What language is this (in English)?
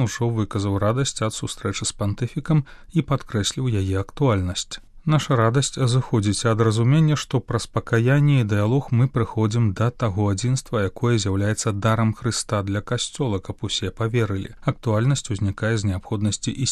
Belarusian